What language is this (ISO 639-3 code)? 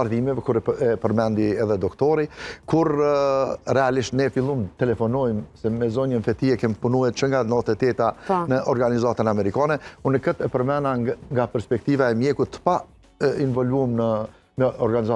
sqi